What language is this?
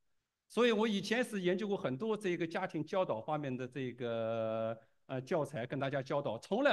Chinese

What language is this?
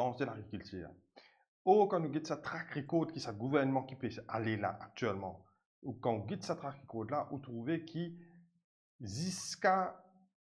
Morisyen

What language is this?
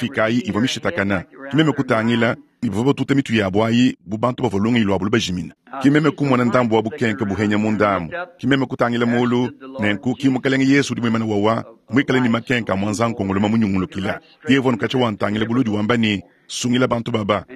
Luba-Lulua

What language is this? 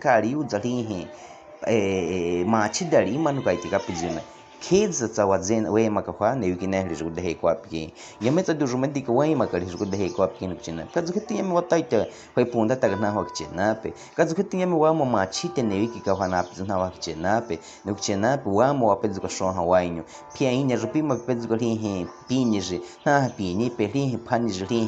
Baniwa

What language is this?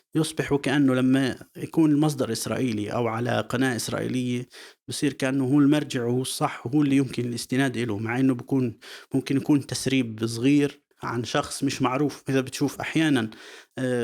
North Levantine Arabic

